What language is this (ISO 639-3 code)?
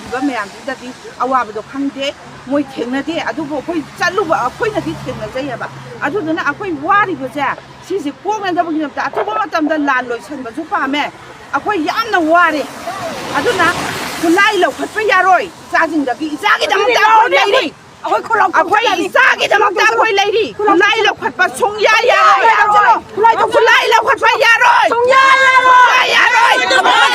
mni